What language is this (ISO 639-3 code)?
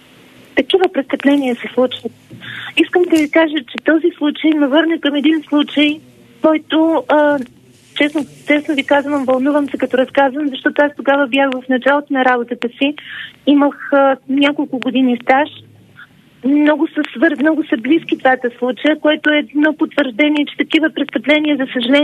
bul